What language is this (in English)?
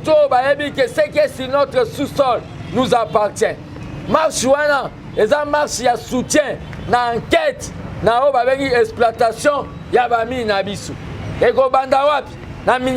Lingala